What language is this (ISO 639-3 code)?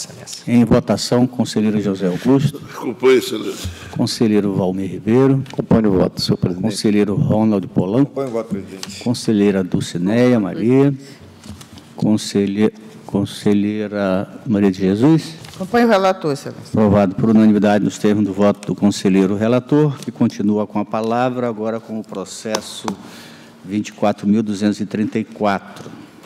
por